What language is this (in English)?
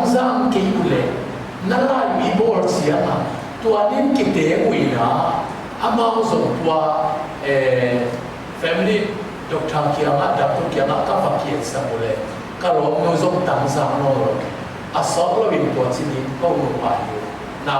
Tedim Chin